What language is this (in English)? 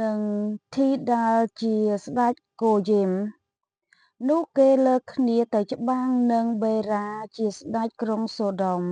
Khmer